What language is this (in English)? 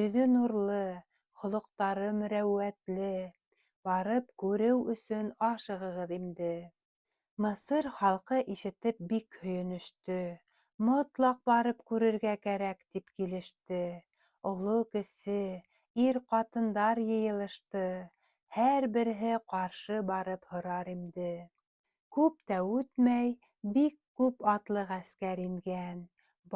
Bashkir